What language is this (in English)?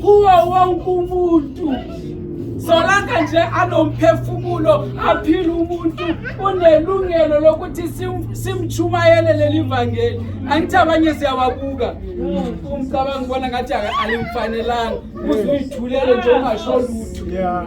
Zulu